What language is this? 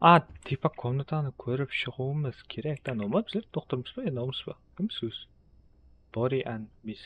Kara-Kalpak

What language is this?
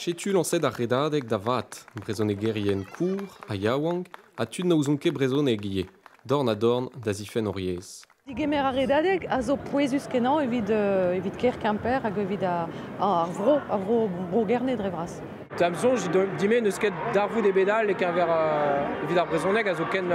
Breton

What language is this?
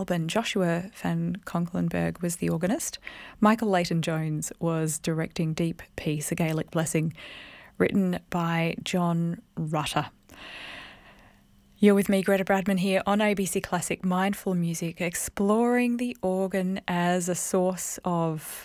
English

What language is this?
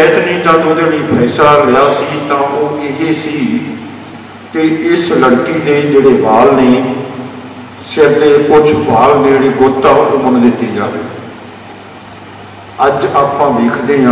Punjabi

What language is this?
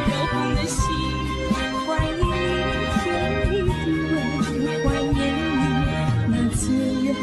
Chinese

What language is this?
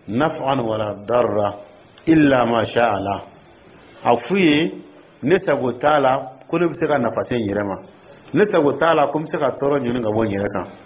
Dyula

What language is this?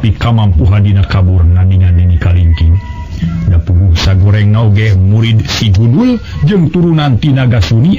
Sundanese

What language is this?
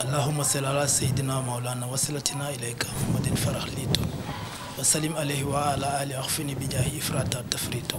Wolof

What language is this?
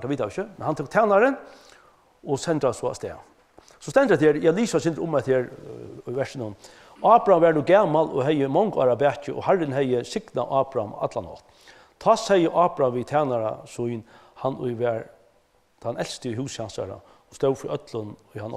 Faroese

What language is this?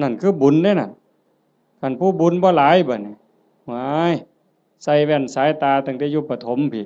Northeastern Thai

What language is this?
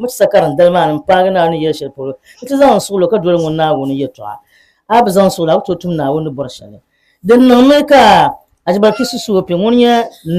Dagbani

